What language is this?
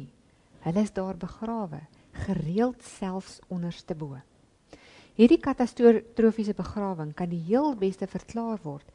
Afrikaans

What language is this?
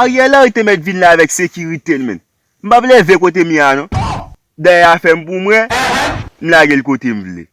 Haitian Creole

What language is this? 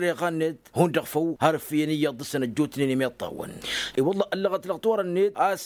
Tamasheq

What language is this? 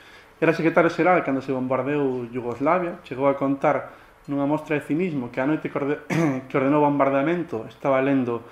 Galician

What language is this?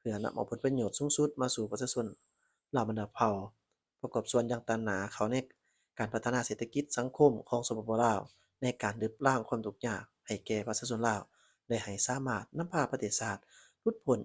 Lao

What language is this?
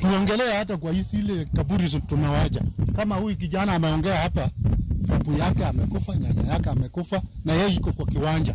Luo (Kenya and Tanzania)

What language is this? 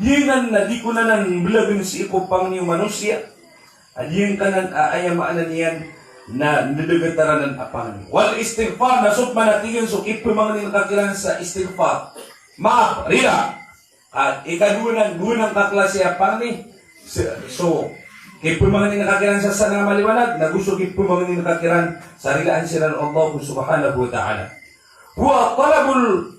Maranao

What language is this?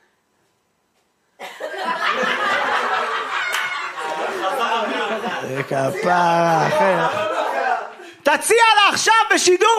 Hebrew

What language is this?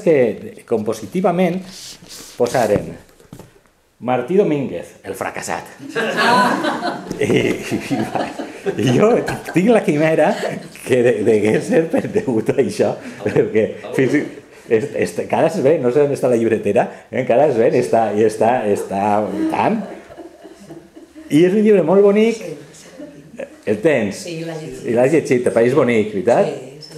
Catalan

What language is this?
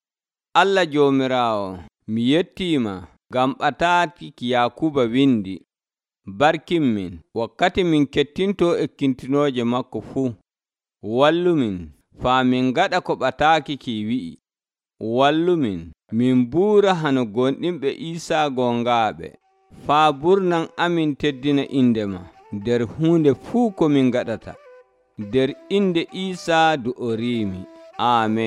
Nigerian Fulfulde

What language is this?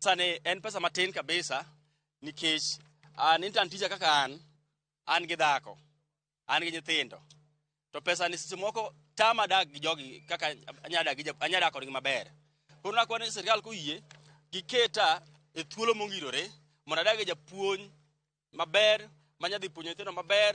Luo (Kenya and Tanzania)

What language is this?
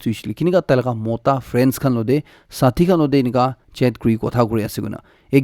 Naga Pidgin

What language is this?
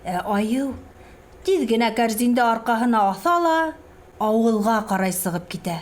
Bashkir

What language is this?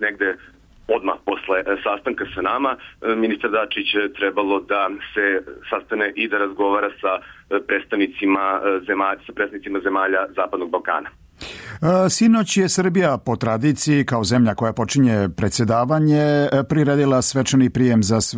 Serbian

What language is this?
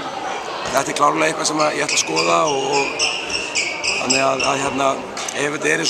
Icelandic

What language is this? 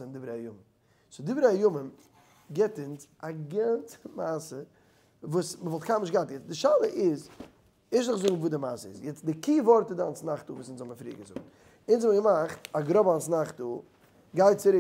Yiddish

